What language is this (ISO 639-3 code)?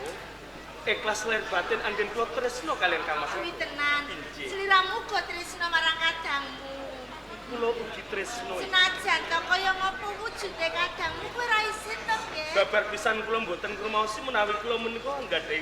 jav